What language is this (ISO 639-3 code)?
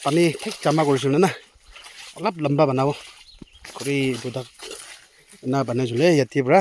nag